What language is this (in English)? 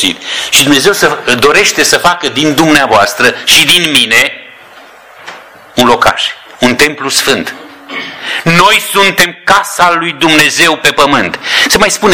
Romanian